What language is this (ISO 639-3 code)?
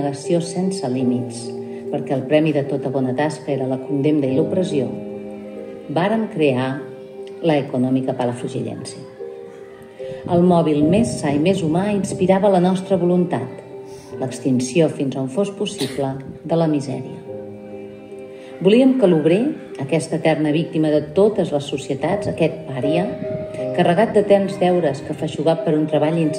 cat